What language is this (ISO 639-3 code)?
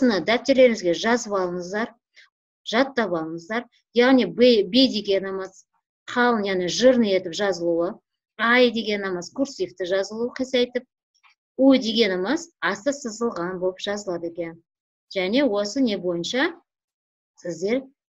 kaz